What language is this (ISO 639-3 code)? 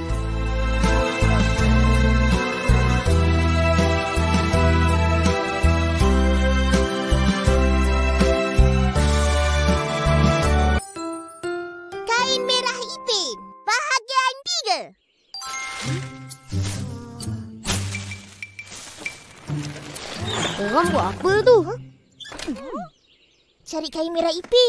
msa